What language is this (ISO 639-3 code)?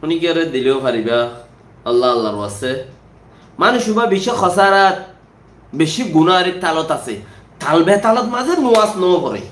rhg